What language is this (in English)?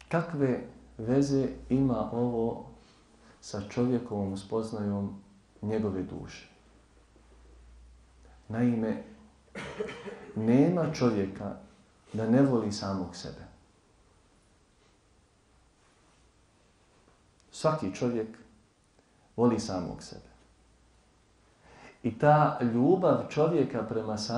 Bosnian